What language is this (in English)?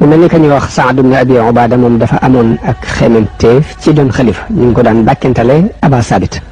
Wolof